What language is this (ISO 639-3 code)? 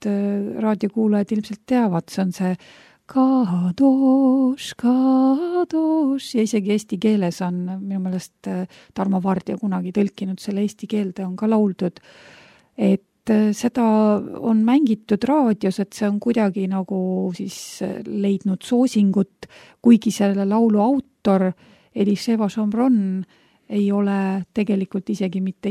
est